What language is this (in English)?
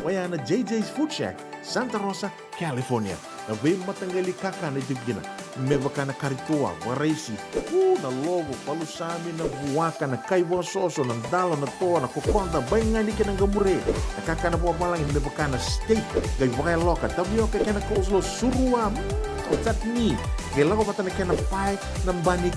Fijian